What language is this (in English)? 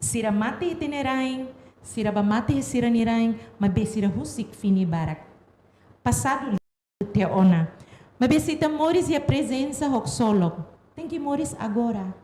Tetum